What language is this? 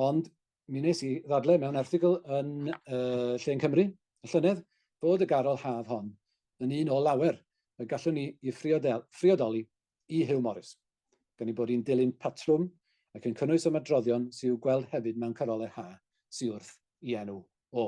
Welsh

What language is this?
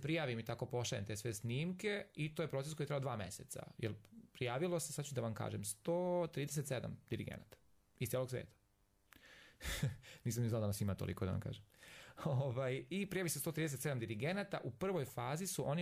Serbian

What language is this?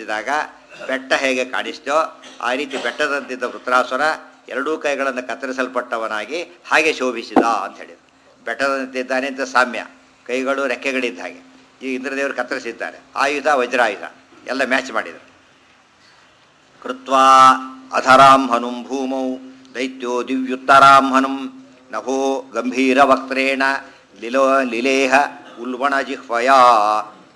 Kannada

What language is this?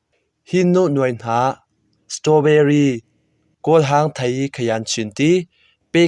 Hakha Chin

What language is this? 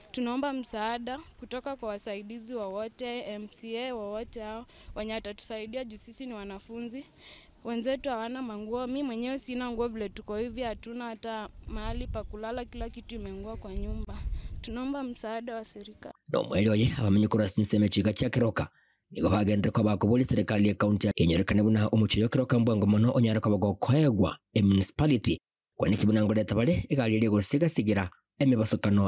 Gusii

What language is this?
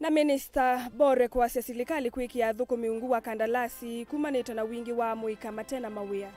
Kamba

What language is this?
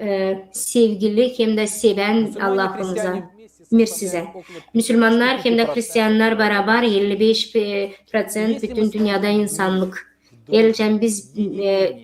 Gagauz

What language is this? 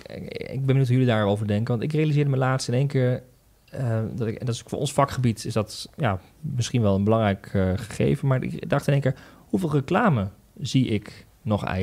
Dutch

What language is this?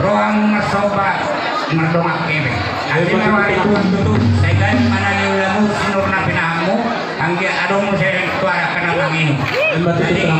Batak Toba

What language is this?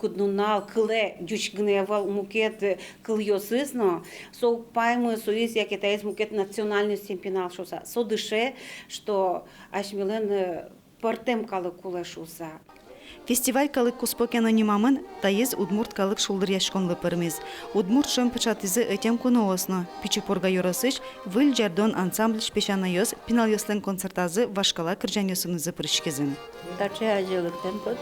Udmurt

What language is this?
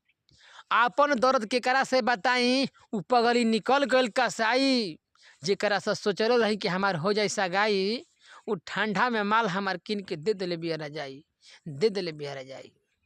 Bhojpuri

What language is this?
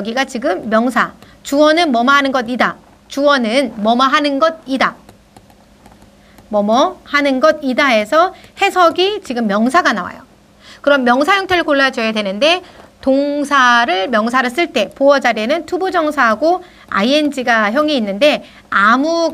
Korean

